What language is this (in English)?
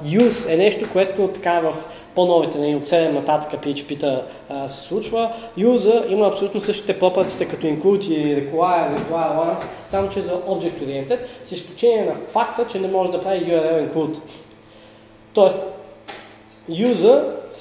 Bulgarian